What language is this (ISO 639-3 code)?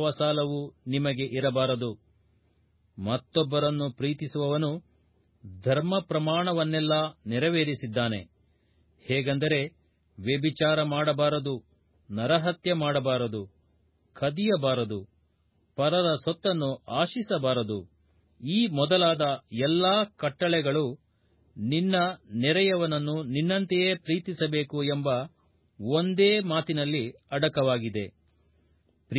kan